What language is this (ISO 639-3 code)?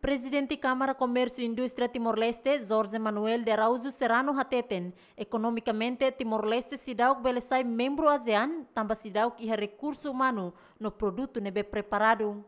tet